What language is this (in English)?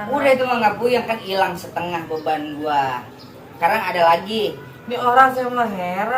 Betawi